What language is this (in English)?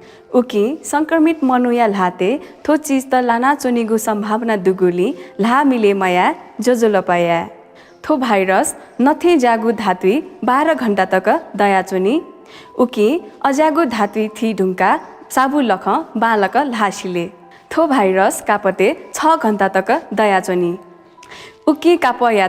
Newari